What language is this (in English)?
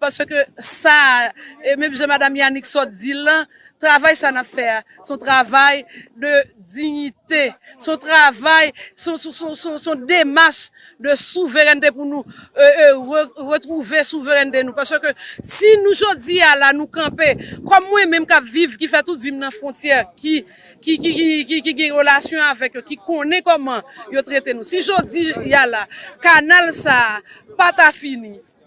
Haitian Creole